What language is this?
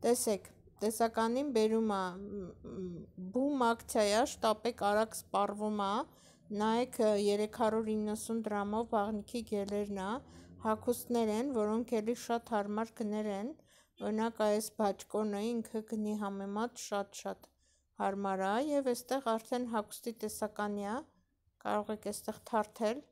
Armenian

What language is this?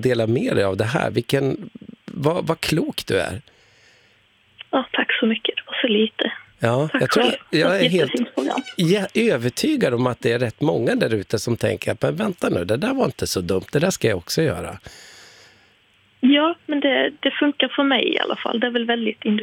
Swedish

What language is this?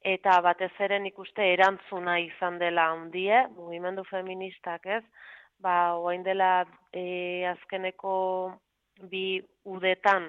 Basque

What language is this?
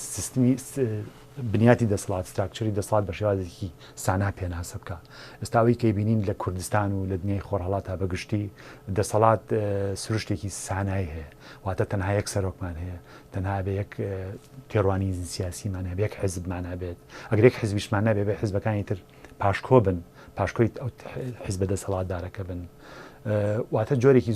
Central Kurdish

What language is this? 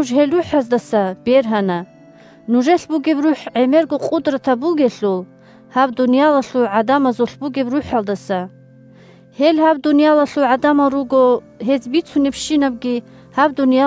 Avaric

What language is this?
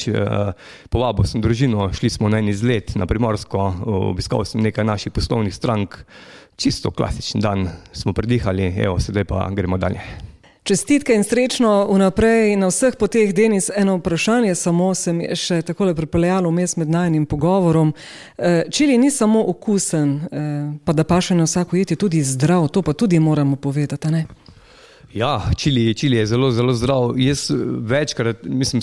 Slovenian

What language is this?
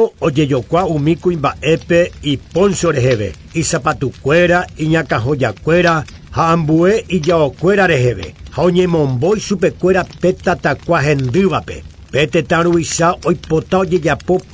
Guarani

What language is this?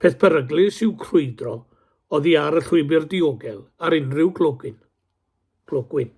Welsh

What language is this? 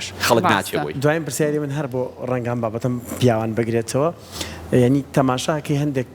Central Kurdish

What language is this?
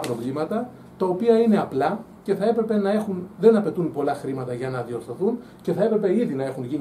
Greek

